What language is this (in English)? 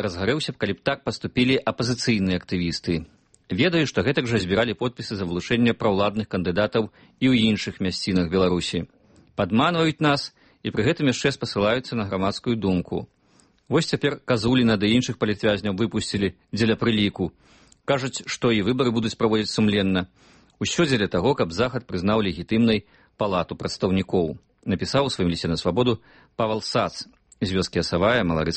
Belarusian